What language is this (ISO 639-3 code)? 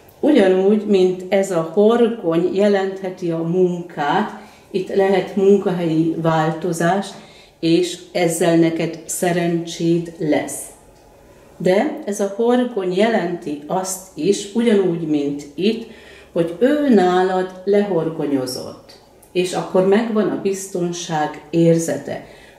hun